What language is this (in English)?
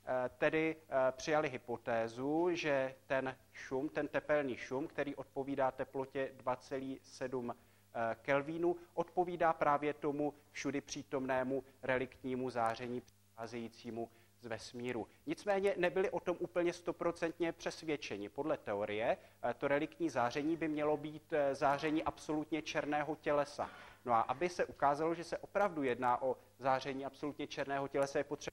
Czech